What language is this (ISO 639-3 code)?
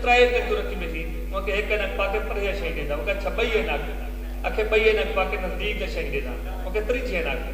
skr